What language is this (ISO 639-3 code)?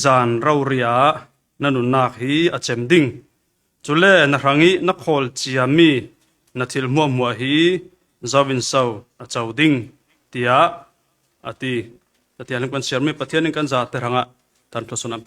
cfm